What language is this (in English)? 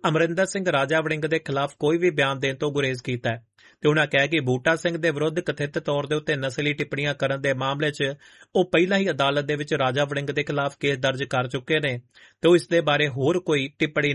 Punjabi